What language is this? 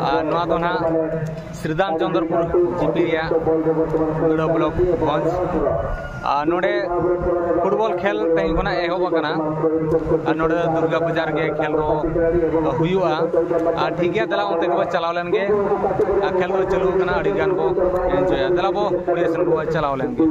Santali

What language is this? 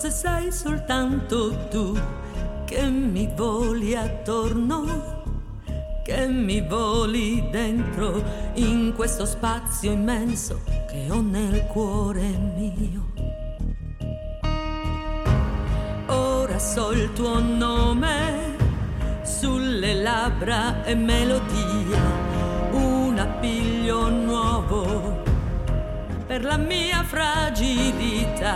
Italian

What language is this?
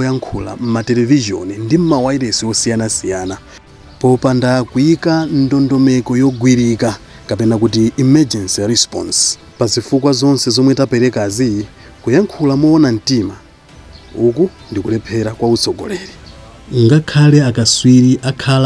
Nyanja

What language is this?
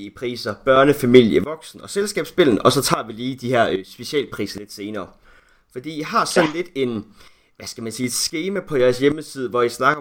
Danish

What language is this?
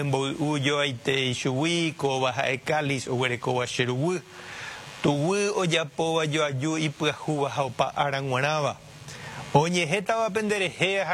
Guarani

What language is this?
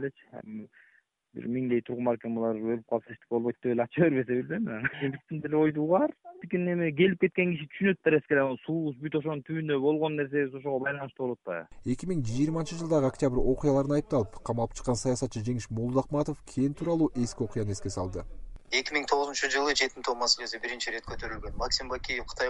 Kyrgyz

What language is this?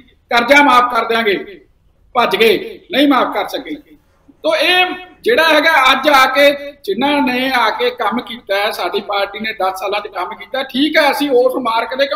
Punjabi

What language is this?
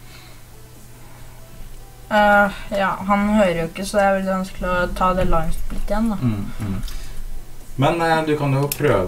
Norwegian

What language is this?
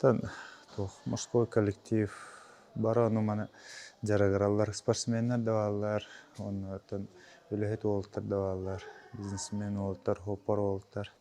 Yakut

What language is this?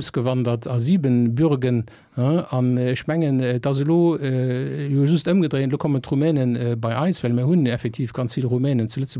Luxembourgish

